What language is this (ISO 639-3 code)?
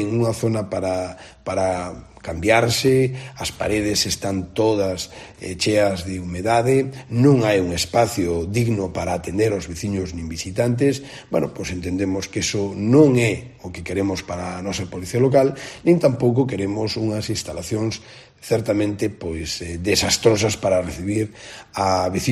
glg